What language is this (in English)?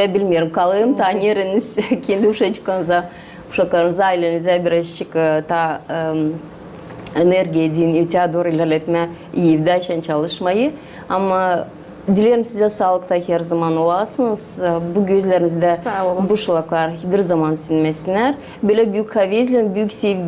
Gagauz